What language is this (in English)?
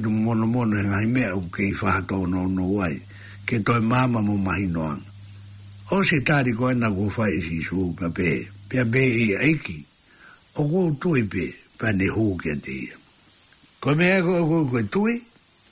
Tongan